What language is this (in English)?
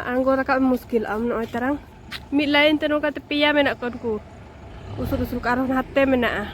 Santali